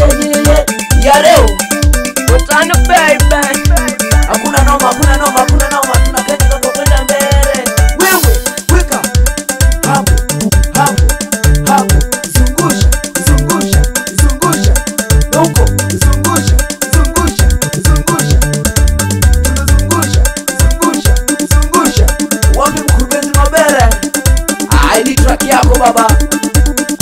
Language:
Swahili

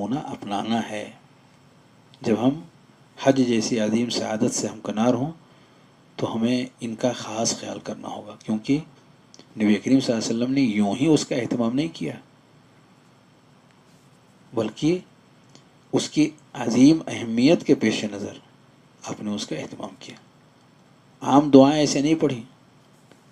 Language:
Urdu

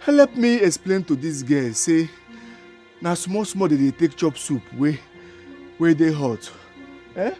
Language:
Nigerian Pidgin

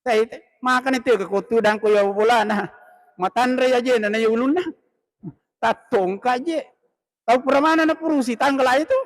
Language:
Buginese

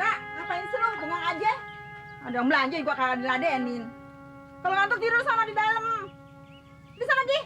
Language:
Betawi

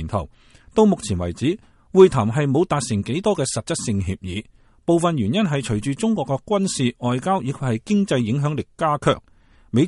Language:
Cantonese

